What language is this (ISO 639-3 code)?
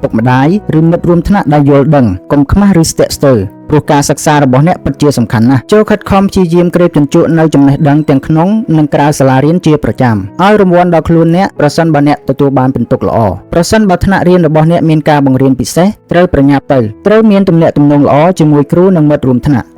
khm